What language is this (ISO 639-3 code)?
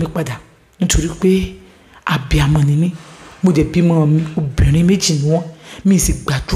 yor